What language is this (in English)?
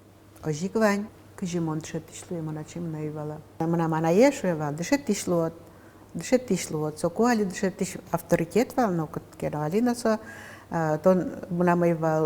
Udmurt